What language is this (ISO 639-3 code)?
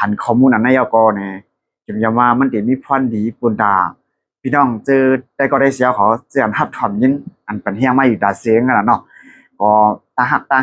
shn